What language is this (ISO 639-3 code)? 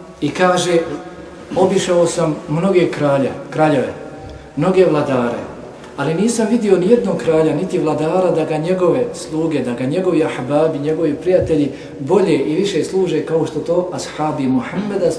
bos